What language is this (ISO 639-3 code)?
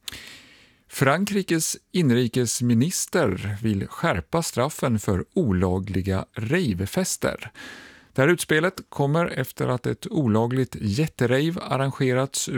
swe